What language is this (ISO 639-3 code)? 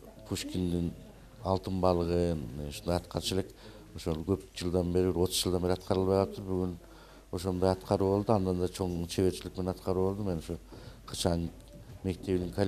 kir